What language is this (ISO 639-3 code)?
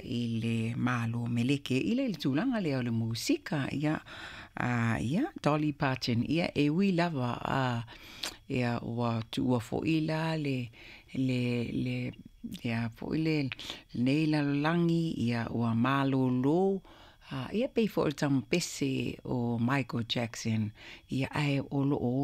smo